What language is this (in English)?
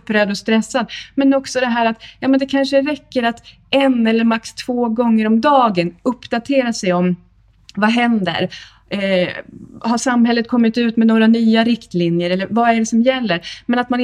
Swedish